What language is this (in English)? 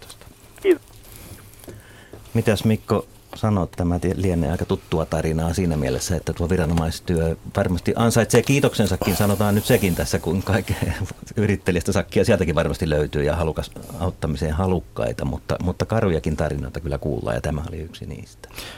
Finnish